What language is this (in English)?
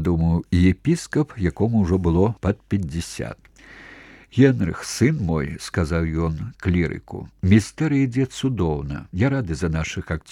Belarusian